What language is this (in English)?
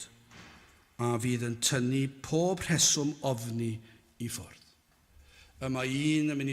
Welsh